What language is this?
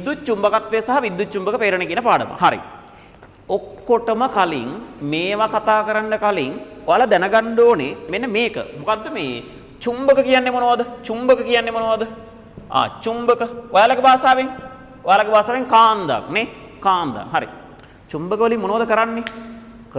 Sinhala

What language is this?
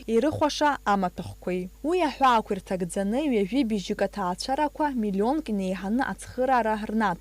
Abkhazian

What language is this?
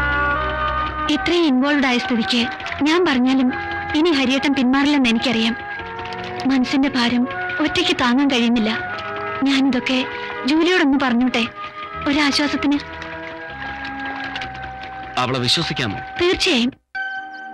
Malayalam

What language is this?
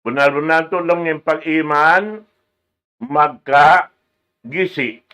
Tausug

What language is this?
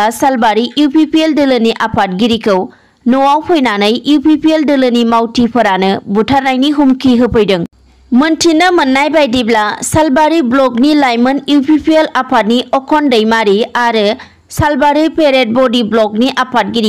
Bodo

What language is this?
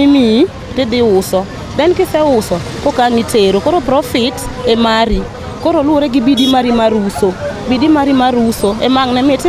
Luo (Kenya and Tanzania)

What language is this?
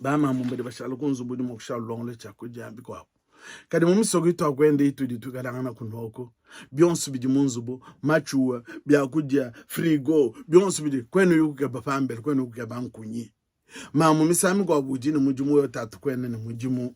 Luba-Lulua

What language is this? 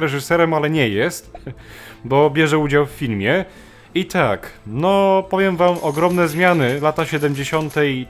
Polish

